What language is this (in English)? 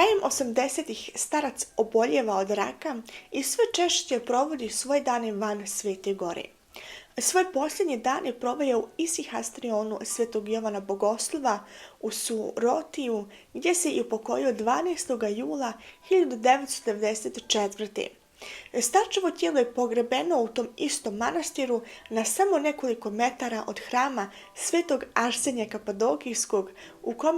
Bosnian